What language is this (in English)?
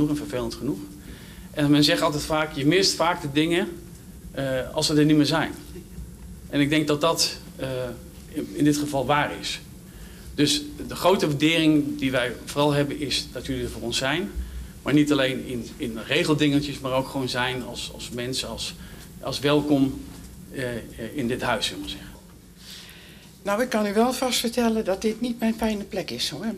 Dutch